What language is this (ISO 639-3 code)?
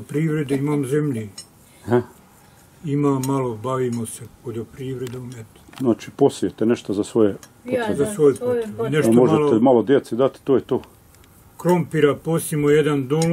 bos